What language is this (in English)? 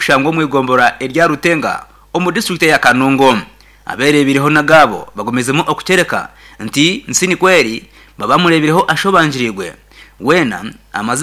Nyankole